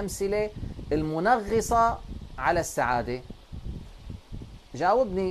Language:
North Levantine Arabic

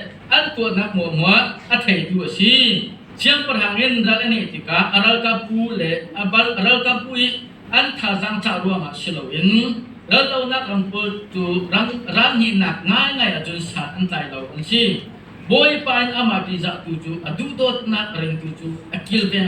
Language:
Hakha Chin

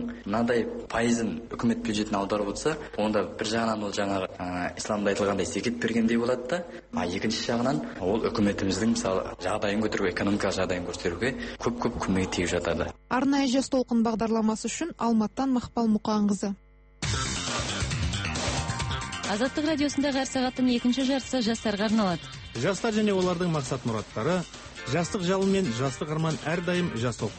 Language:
Kazakh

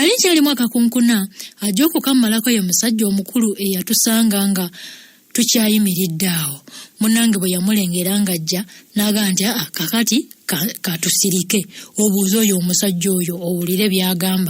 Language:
Ganda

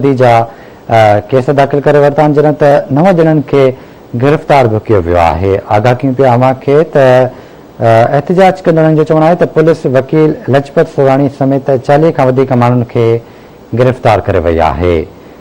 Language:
Sindhi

